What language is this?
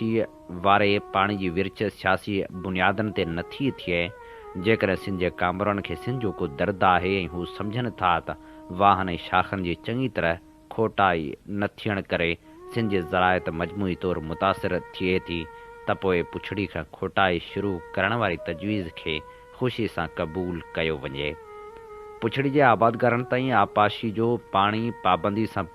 Sindhi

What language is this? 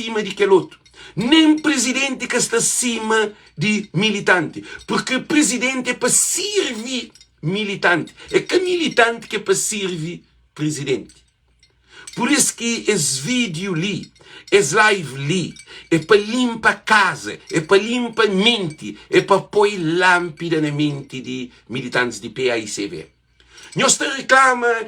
Kabuverdianu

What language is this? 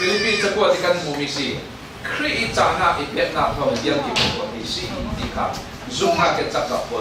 Falam Chin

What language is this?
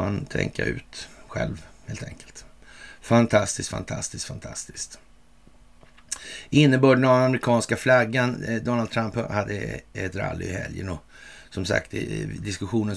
Swedish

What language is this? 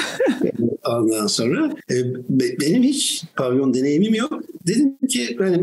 Turkish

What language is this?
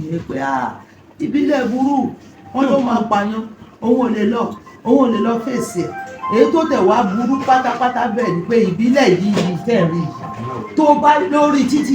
Yoruba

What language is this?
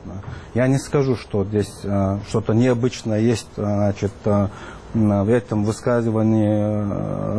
Russian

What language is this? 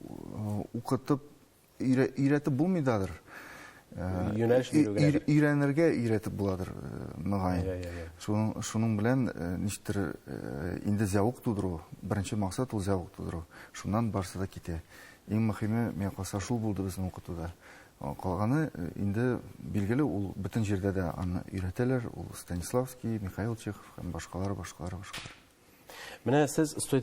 Tatar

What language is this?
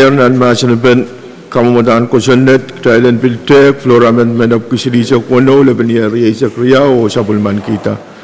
Pohnpeian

